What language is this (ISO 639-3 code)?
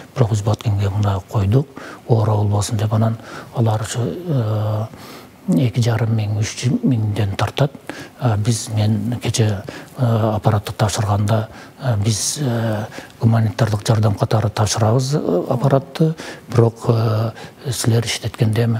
kir